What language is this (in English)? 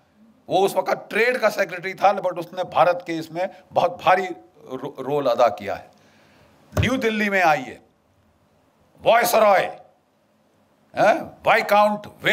Hindi